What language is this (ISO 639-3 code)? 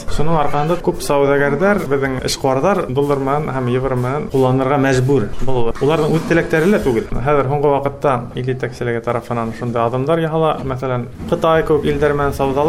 bak